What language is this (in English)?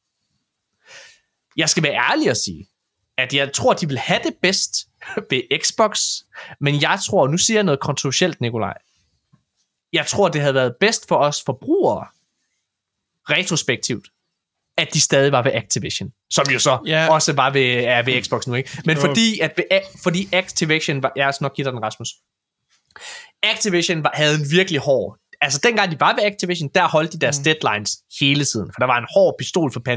Danish